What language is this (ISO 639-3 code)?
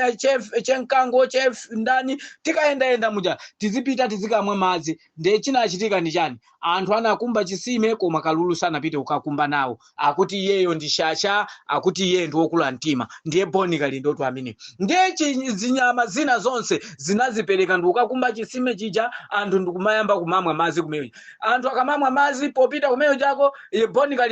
nya